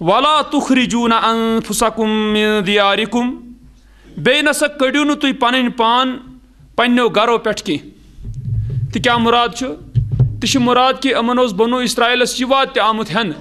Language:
Kashmiri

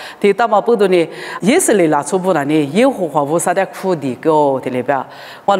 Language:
Lisu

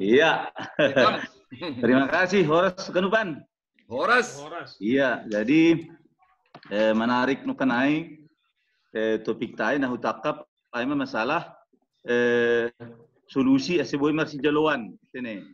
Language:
Batak Simalungun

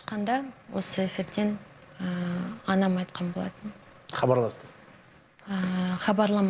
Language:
Kazakh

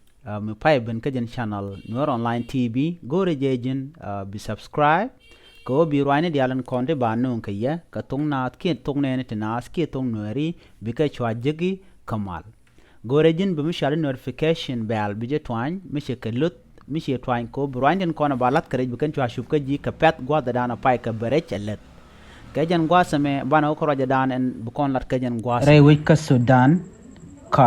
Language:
Nuer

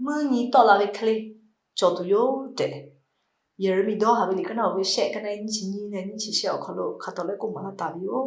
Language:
Lahu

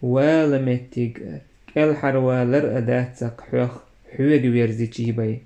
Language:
Chechen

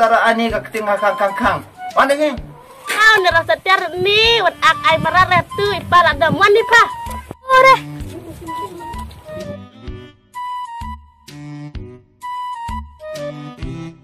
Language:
Malay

